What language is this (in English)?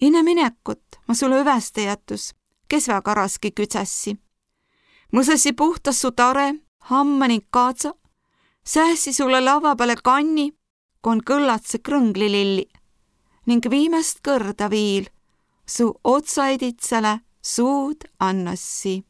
Võro